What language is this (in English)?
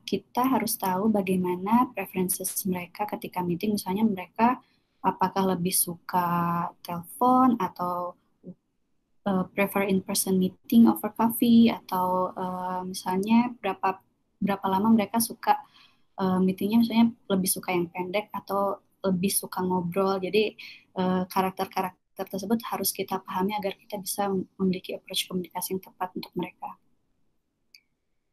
Indonesian